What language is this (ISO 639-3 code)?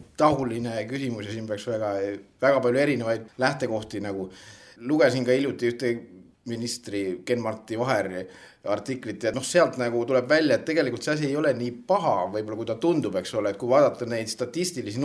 est